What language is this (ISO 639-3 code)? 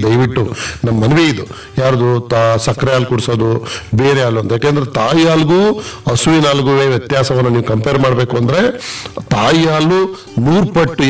kan